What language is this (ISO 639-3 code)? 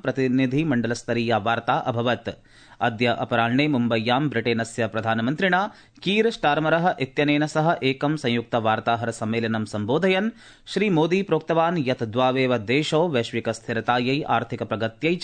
san